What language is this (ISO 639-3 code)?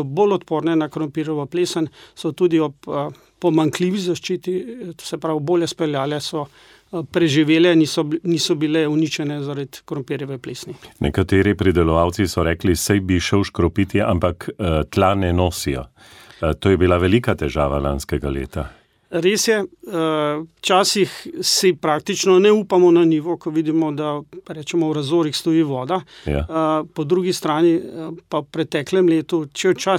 slv